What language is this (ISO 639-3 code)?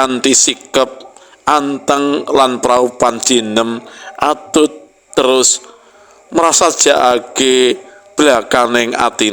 jav